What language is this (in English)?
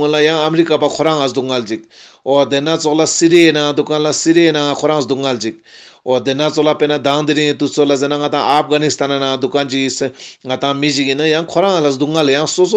Ladakhi